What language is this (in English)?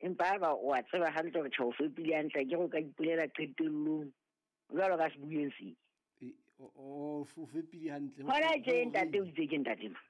Southern Sotho